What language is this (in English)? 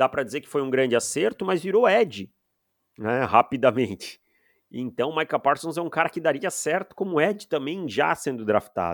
Portuguese